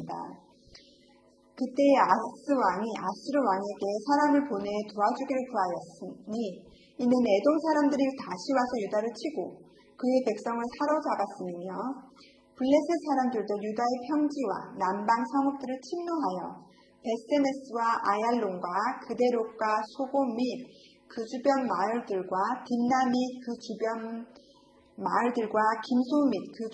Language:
Korean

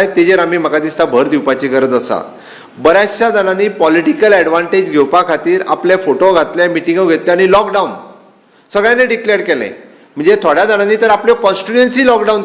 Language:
Konkani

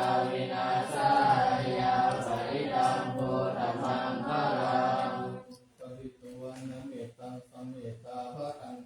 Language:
Pali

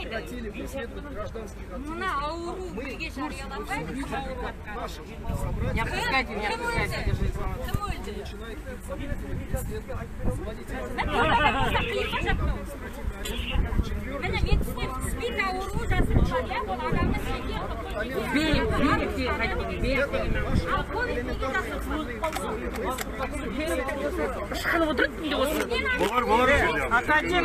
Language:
Kazakh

